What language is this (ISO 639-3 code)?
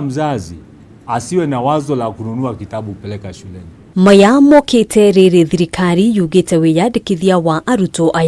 kik